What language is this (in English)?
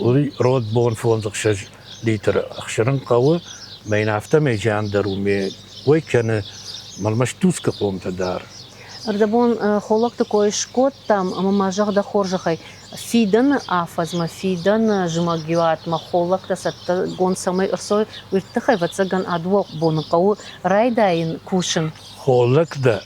Ossetic